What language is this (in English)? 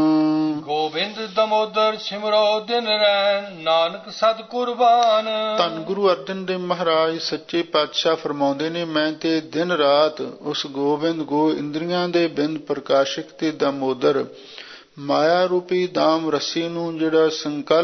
Punjabi